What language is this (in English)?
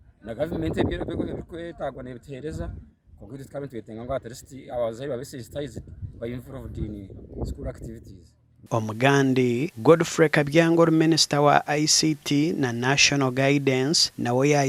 Nyankole